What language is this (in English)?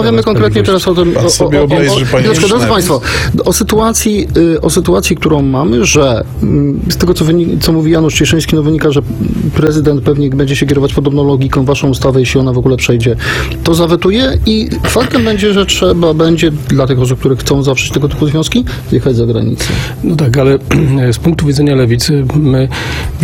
Polish